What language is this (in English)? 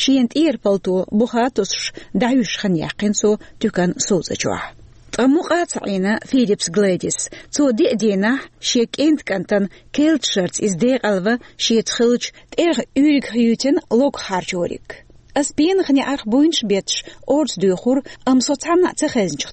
Chechen